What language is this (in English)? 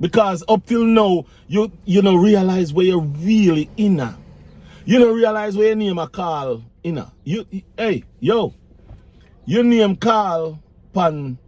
Jamaican Creole English